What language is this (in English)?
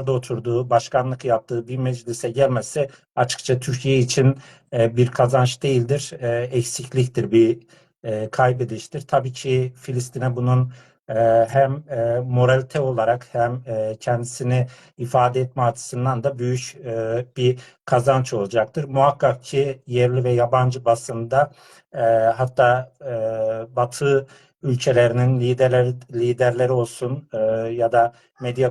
South Azerbaijani